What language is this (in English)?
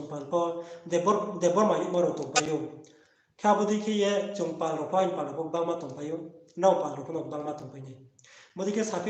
Riang (India)